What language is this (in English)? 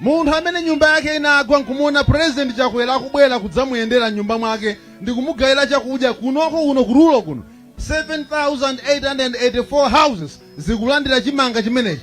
Nyanja